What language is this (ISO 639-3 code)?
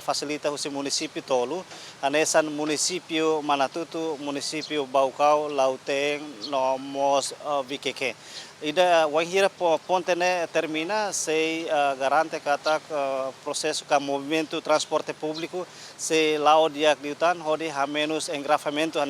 tet